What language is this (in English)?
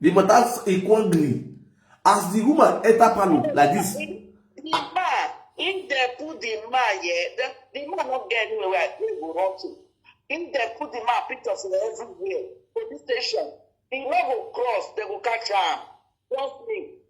Nigerian Pidgin